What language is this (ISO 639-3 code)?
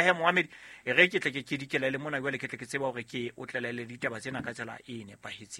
sot